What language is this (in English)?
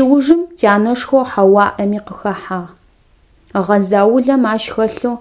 Adyghe